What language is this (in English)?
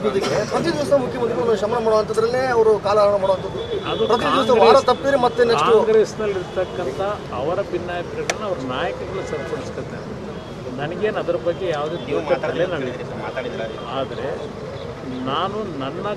Kannada